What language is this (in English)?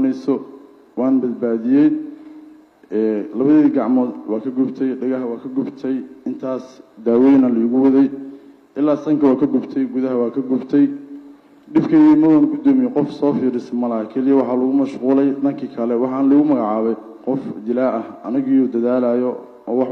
Somali